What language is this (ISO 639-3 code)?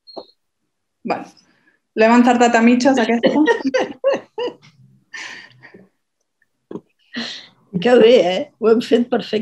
cat